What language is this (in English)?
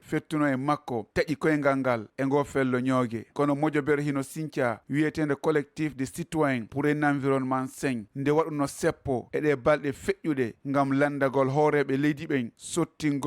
Fula